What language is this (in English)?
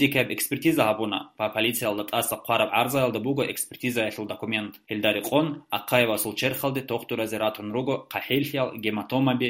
Avaric